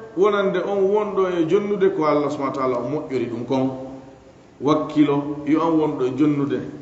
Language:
Fula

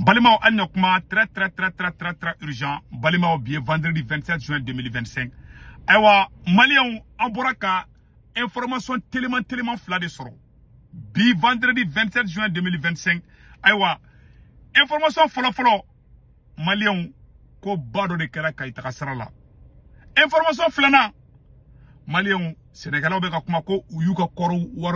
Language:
Bambara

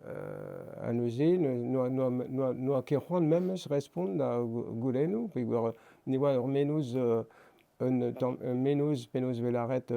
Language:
Breton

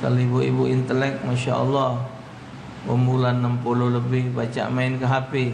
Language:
Musi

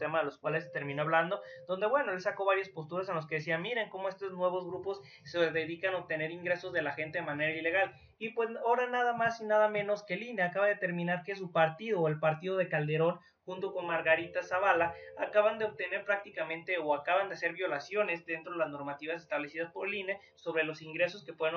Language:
Spanish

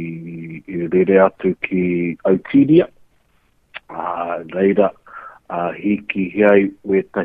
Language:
Māori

